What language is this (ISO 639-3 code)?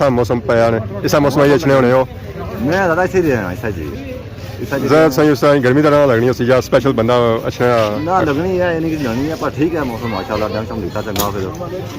phr